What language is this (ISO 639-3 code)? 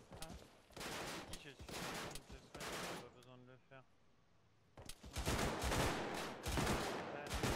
fra